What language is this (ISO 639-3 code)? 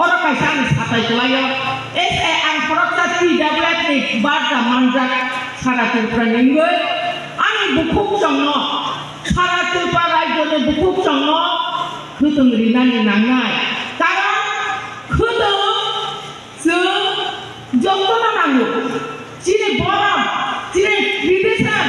trp